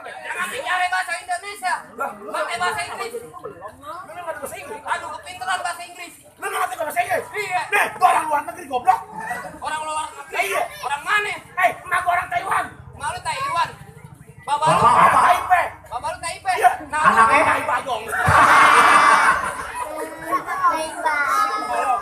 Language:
Betawi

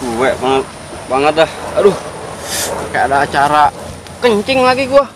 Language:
Betawi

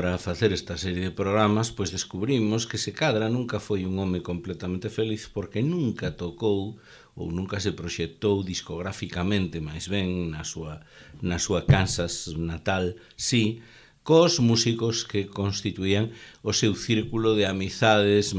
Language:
Galician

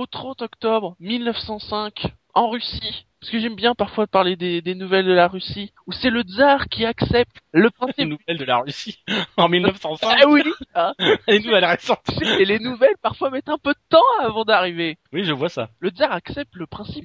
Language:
French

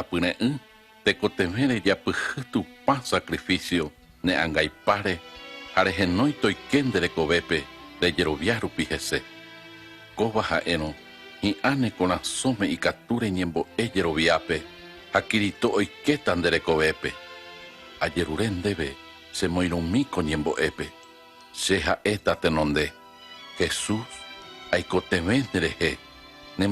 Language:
Guarani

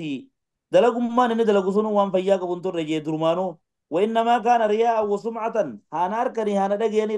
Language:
Oromo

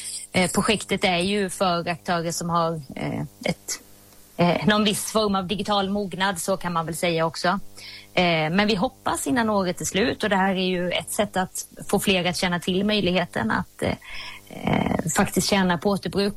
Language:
Swedish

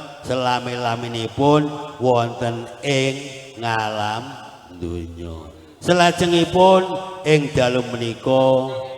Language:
Javanese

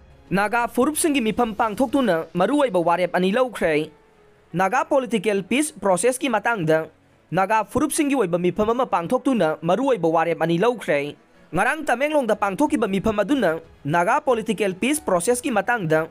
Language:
Manipuri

